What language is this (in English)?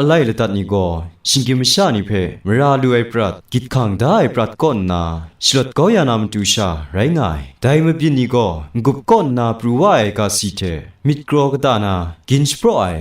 Kachin